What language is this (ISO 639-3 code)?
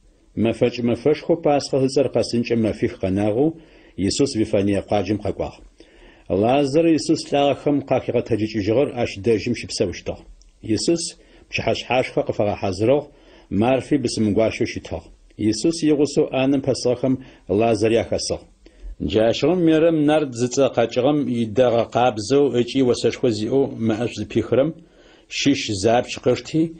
ady